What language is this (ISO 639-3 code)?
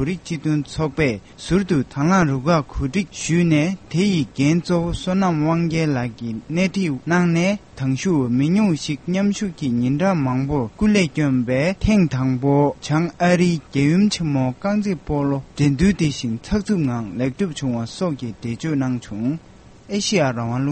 bod